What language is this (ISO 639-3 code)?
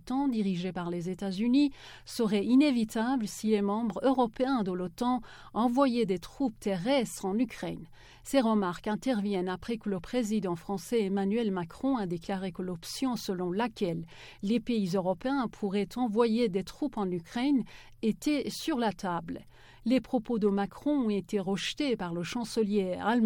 fra